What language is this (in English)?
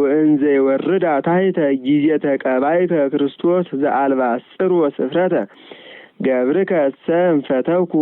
Geez